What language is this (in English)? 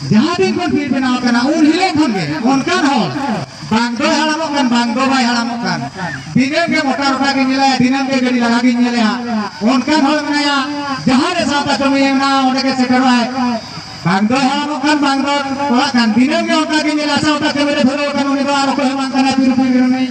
Santali